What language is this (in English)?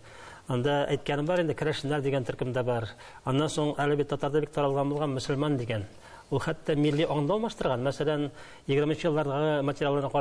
Tatar